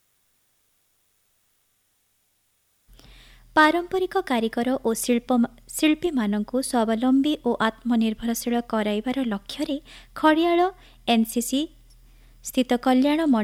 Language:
Odia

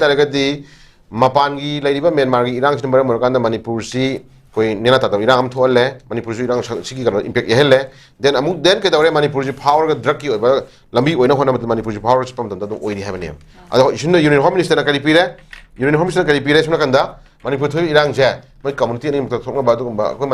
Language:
Manipuri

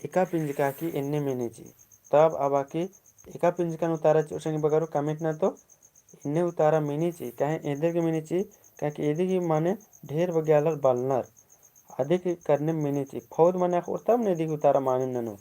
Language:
Kurukh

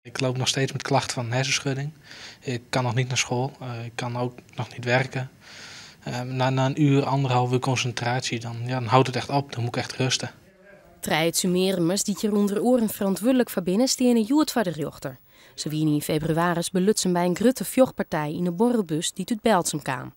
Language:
Western Frisian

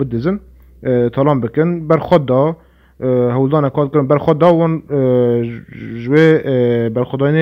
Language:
Kurdish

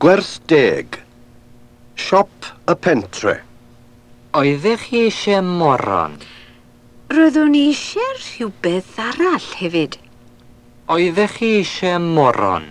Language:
Welsh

